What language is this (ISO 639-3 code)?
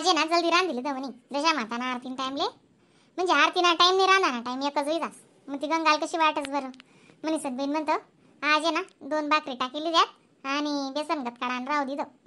khn